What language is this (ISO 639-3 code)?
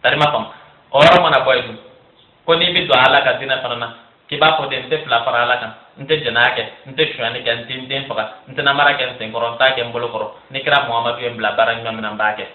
bam